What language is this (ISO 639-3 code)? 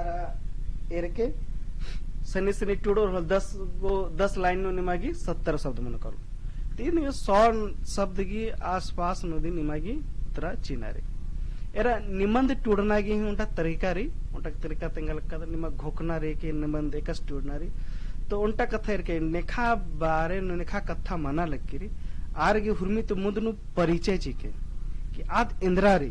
kru